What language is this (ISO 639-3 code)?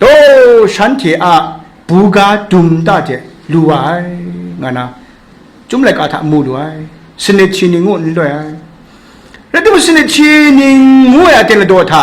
kac